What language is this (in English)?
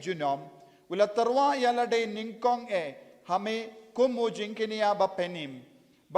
Khasi